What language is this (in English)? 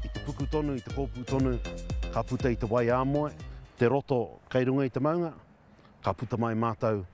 Māori